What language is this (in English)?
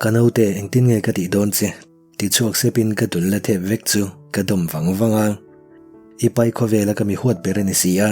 Mizo